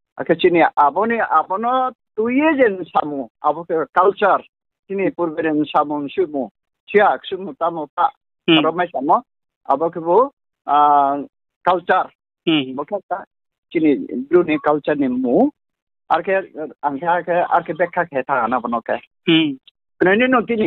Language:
Riang (India)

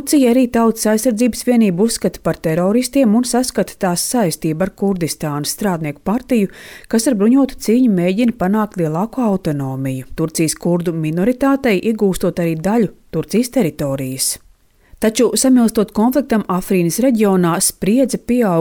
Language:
Latvian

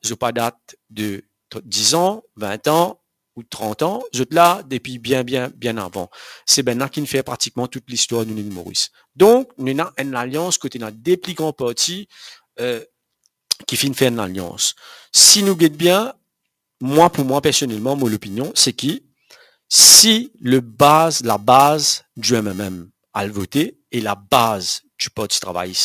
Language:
Morisyen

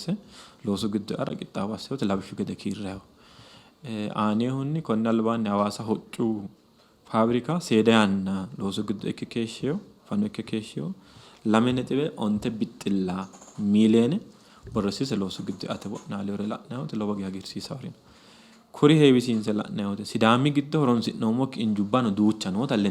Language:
Sidamo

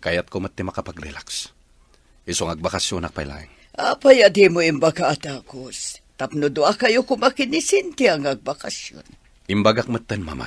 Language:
Iloko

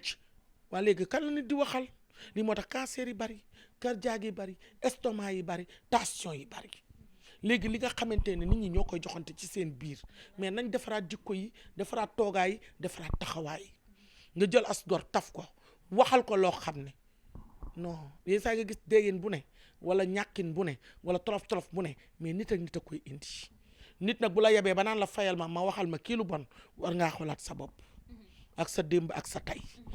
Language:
Wolof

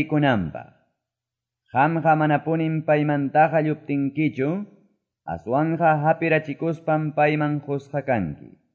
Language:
Quechua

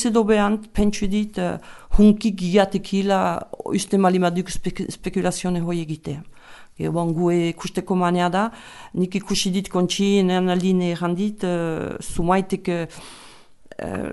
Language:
Basque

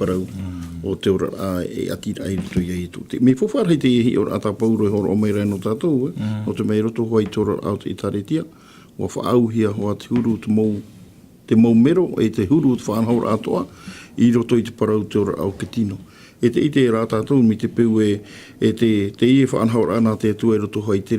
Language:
Tahitian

